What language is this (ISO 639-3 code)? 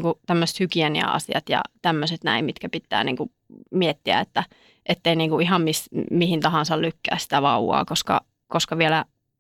fin